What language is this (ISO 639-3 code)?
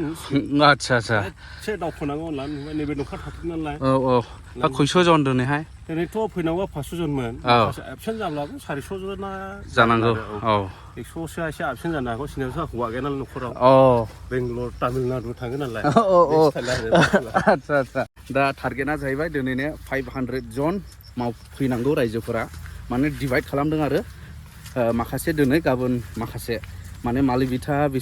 brx